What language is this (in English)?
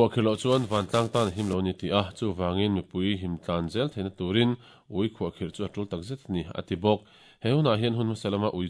Mizo